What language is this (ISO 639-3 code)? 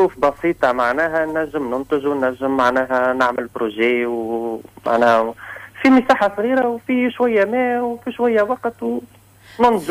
aeb